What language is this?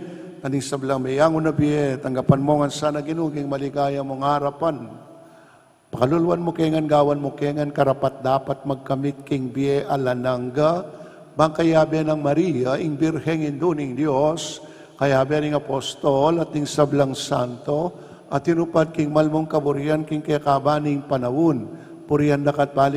Pampanga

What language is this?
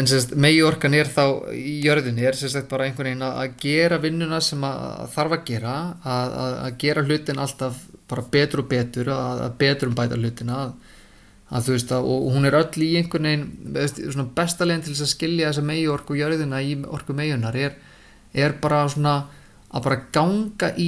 Icelandic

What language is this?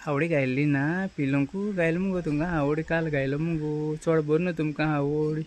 Konkani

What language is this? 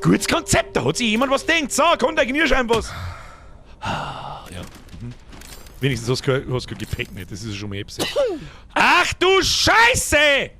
Bavarian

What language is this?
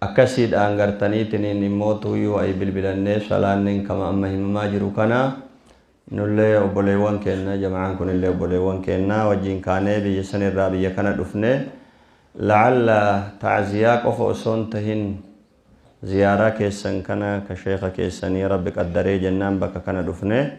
Oromo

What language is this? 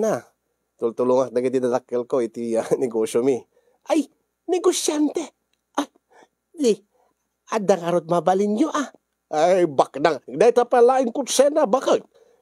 Iloko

